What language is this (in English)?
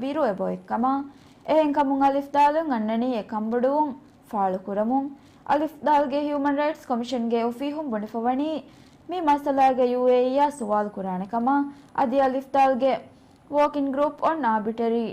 Divehi